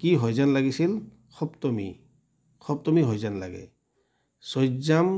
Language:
Assamese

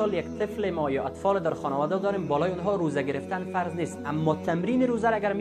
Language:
Persian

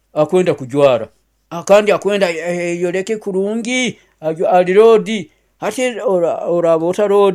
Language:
Nyoro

